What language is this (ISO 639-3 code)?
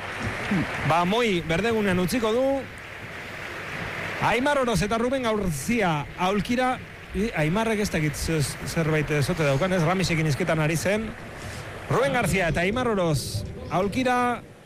eus